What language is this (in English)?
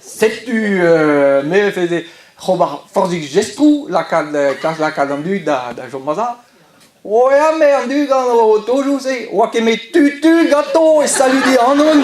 Breton